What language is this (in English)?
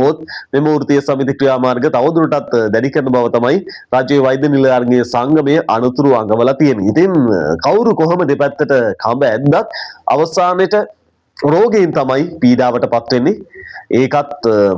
Sinhala